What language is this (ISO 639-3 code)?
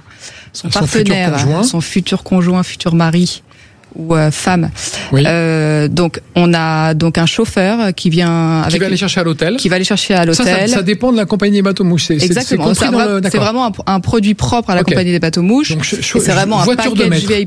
fra